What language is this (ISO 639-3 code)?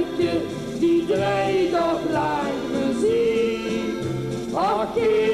lim